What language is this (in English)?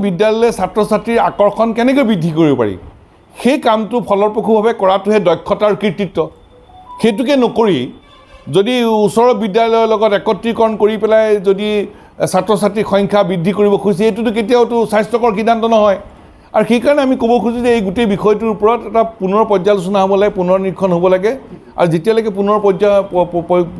Assamese